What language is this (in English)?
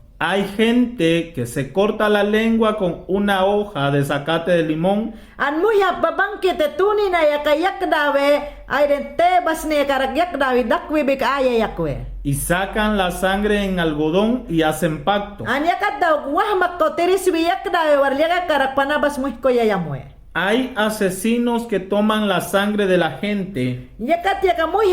Mayangna